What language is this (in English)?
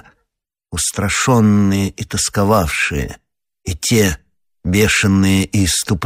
Russian